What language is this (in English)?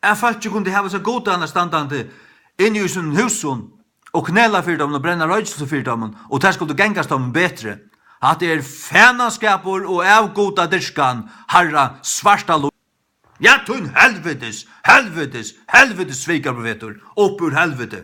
Faroese